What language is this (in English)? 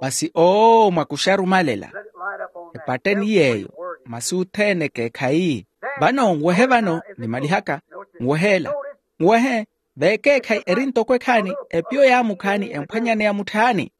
Makhuwa